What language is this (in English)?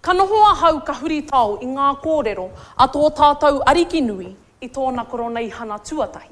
Māori